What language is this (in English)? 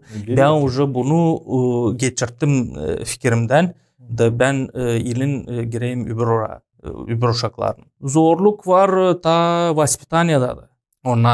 Gagauz